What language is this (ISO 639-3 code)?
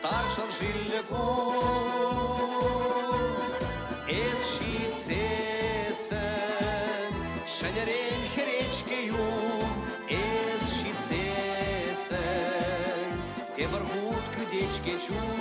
chv